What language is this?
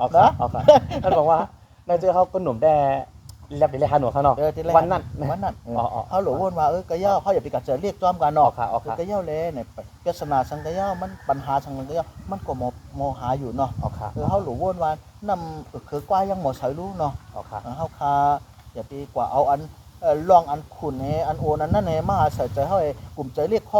Shan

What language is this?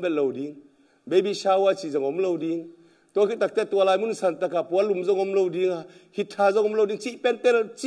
Tedim Chin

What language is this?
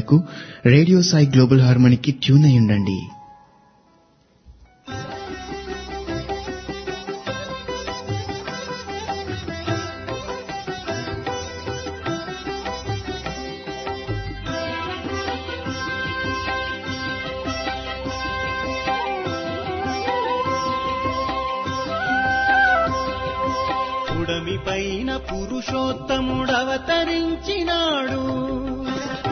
Telugu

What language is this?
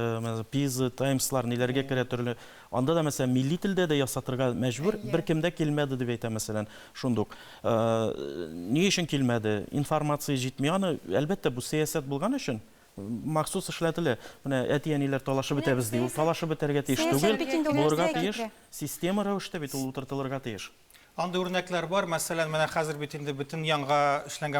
Tatar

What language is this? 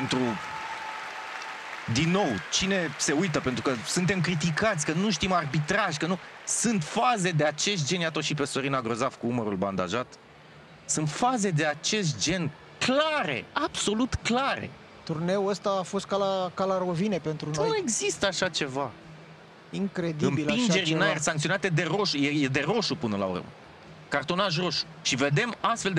Romanian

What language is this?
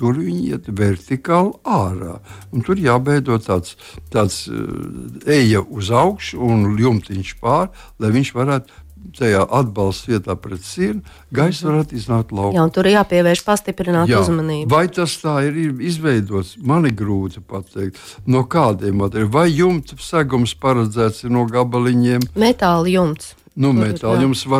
Latvian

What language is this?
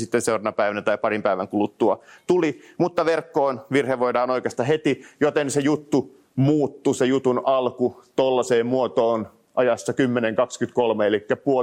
Finnish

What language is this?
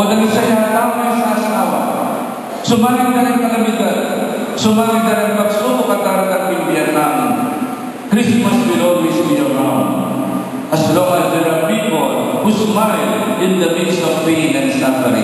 Pampanga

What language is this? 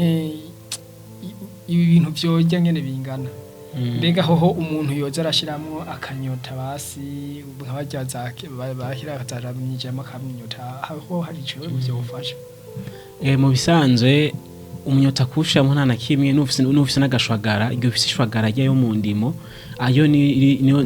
Rundi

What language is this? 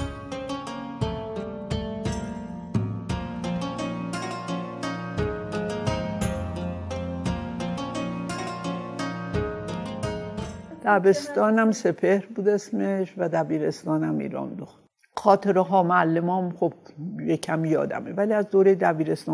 Persian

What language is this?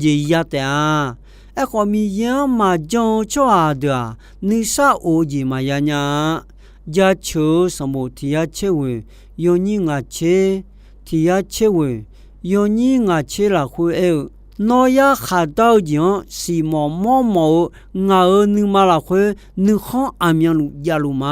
Akha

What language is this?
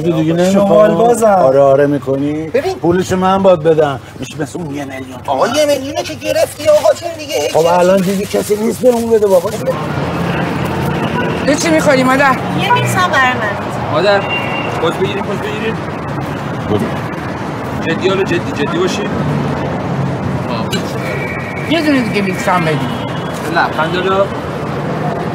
Persian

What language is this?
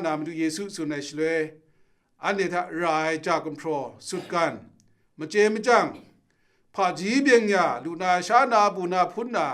Kachin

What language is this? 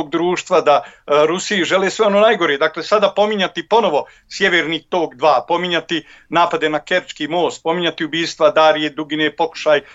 Bosnian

